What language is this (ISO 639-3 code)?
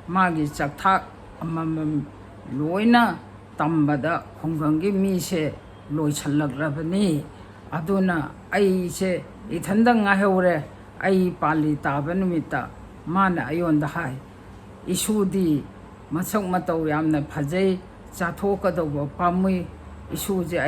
mni